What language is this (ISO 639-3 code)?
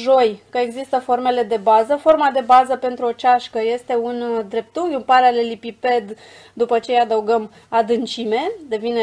ron